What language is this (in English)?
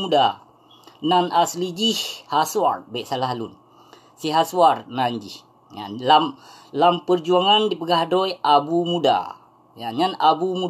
Achinese